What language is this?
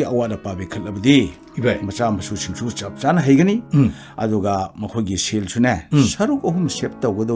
Manipuri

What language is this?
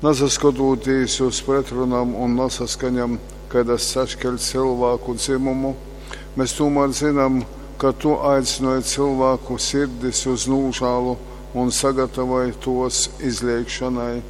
Latgalian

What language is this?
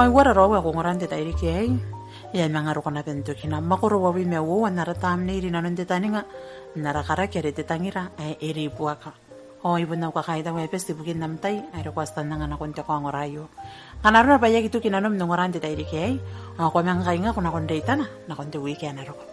Gilbertese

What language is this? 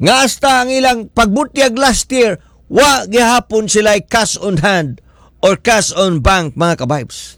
Cebuano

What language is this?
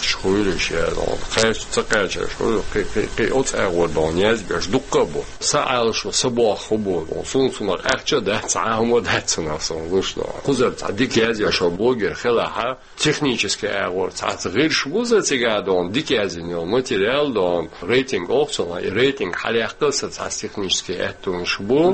Chechen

